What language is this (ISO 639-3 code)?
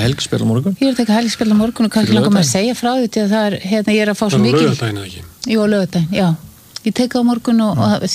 isl